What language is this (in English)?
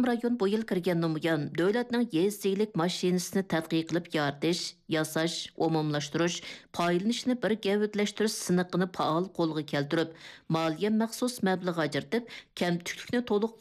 Uyghur